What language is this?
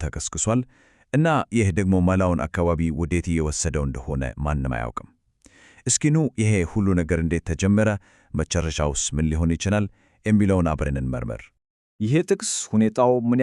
Amharic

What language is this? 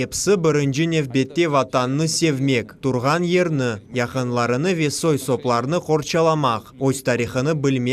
Crimean Tatar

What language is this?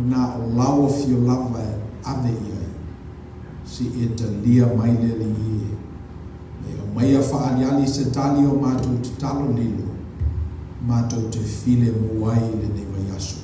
Samoan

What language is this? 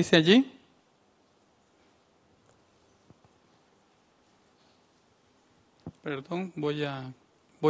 Spanish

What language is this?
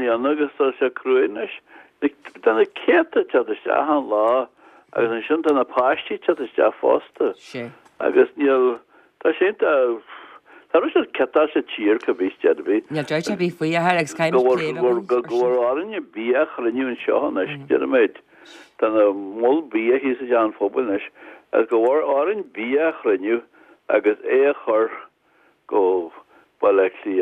Irish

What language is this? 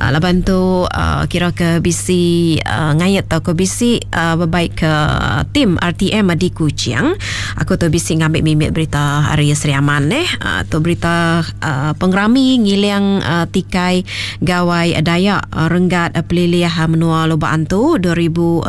Iban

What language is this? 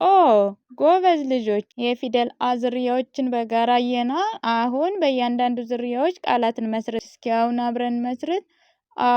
Amharic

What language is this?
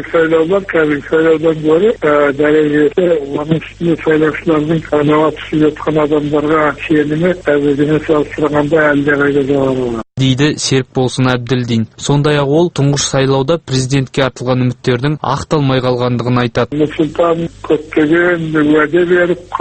Kazakh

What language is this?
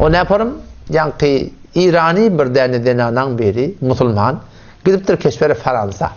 Turkmen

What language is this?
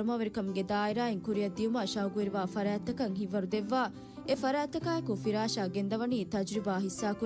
Divehi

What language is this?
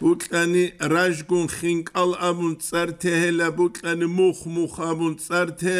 Avaric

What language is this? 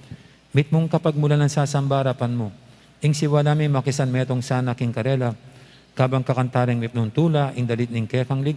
Pampanga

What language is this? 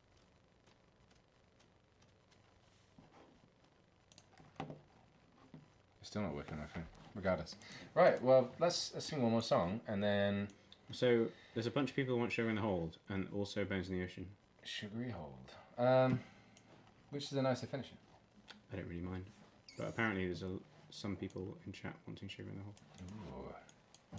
English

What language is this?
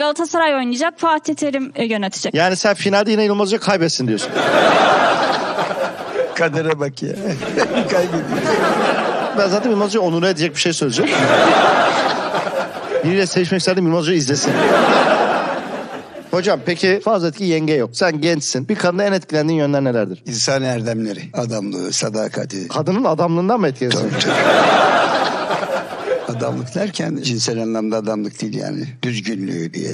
Turkish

